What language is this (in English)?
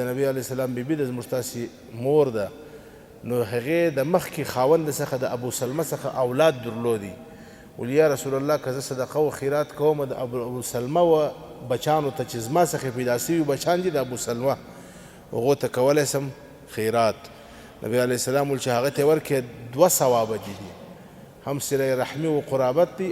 Pashto